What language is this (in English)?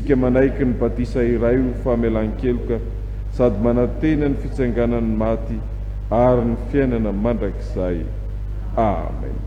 Malagasy